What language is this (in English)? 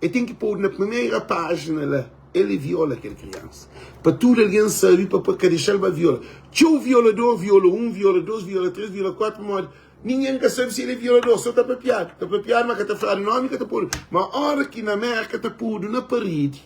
Kabuverdianu